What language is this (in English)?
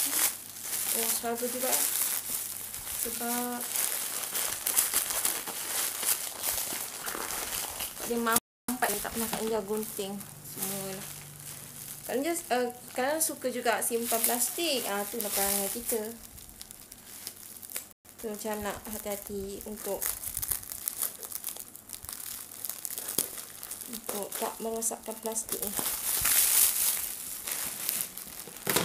Malay